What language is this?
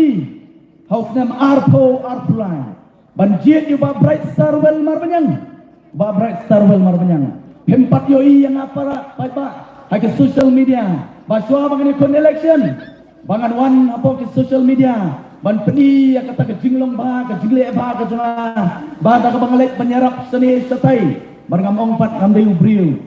Khasi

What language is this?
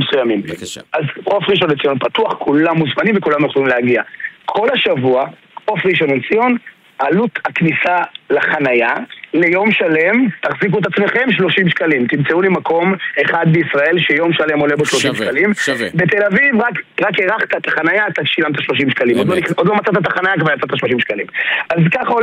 Hebrew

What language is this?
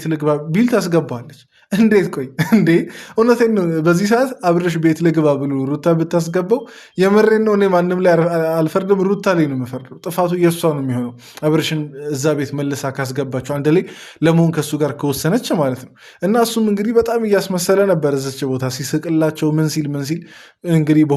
Amharic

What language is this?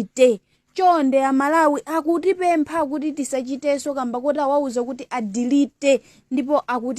Nyanja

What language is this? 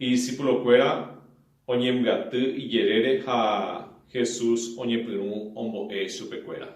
Guarani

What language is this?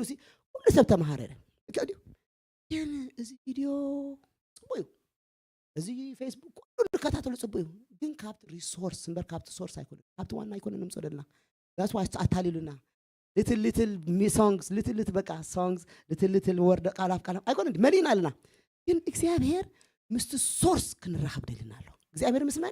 Tigrinya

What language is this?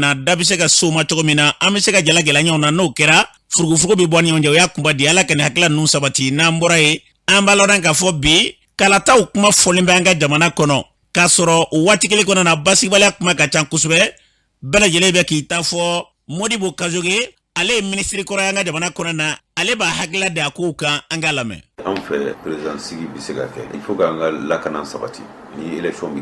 Bambara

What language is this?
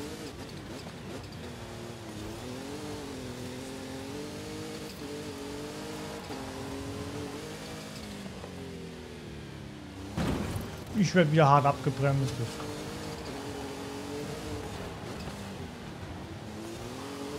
German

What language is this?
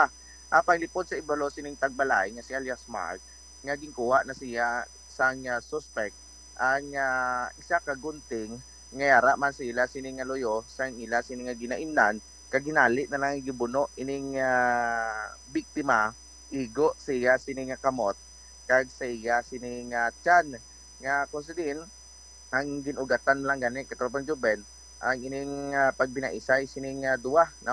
Hiligaynon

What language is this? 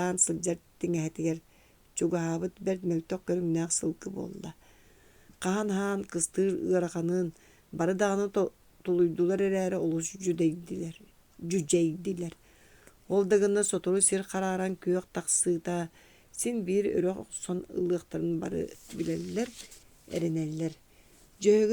Yakut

